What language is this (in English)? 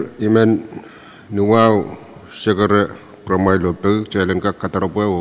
Pohnpeian